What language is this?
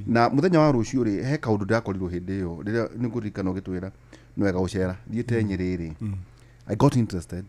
Kikuyu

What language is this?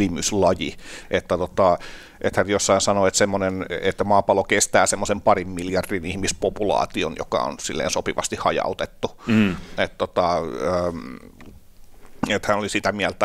Finnish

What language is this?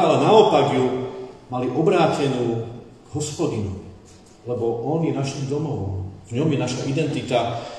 Slovak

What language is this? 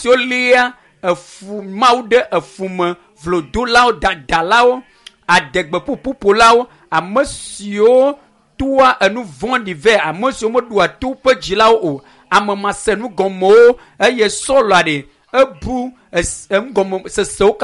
Ewe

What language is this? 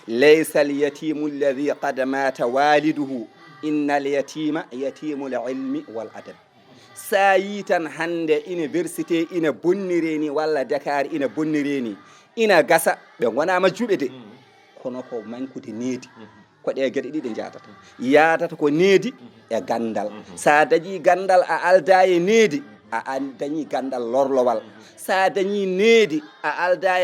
Fula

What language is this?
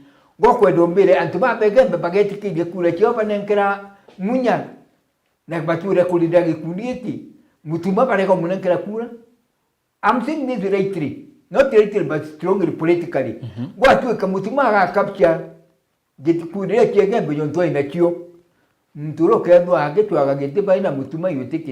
Meru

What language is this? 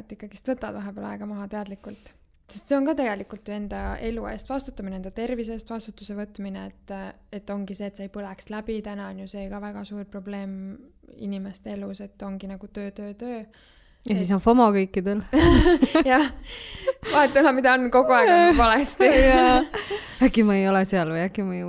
Estonian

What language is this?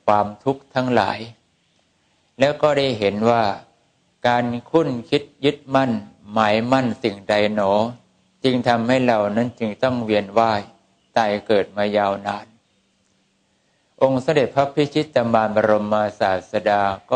Thai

